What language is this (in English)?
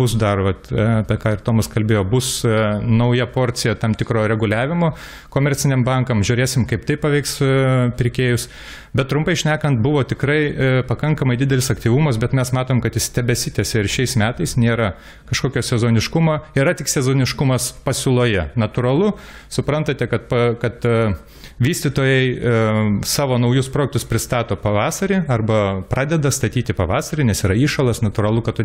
Lithuanian